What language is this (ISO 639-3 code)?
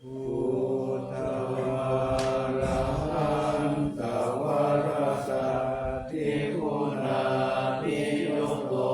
pli